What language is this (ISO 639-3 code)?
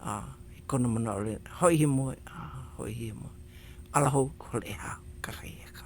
haw